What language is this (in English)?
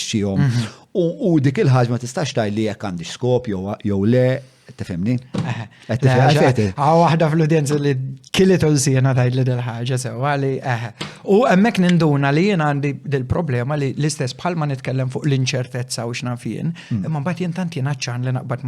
Maltese